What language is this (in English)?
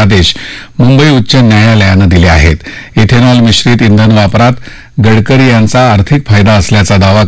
Marathi